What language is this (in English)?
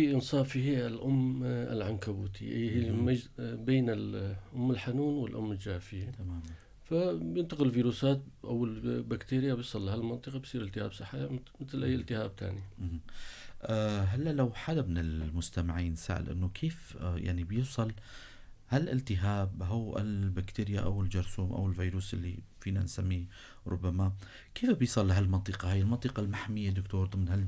North Levantine Arabic